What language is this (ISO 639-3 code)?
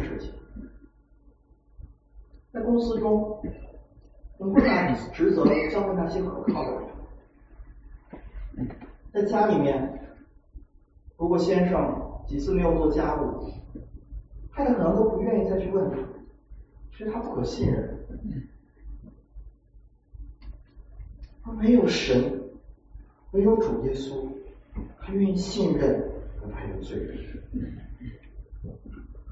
zho